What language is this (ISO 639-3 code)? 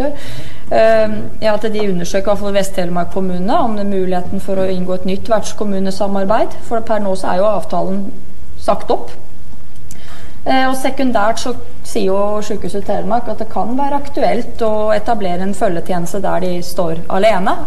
nor